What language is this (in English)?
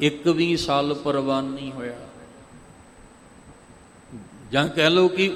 Punjabi